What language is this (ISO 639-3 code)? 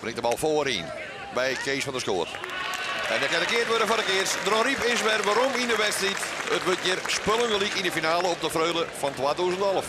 fry